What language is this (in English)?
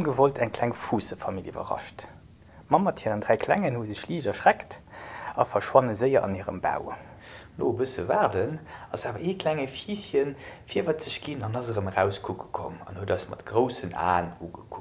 Luxembourgish